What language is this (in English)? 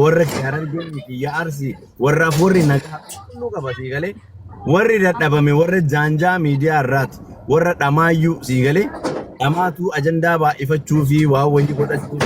Oromo